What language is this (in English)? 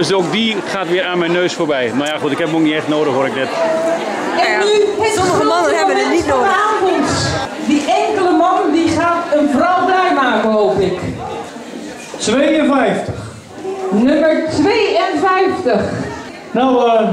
Dutch